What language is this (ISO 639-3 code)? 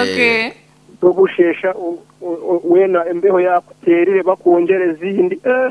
nyn